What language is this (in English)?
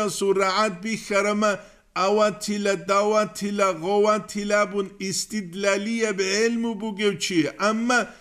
Avaric